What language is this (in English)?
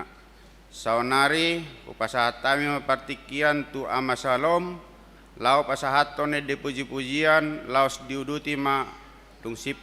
Batak Toba